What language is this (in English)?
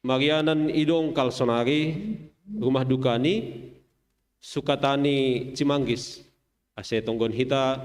Batak Simalungun